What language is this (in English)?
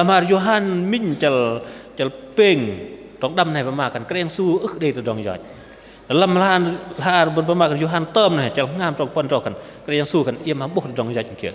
Bahnar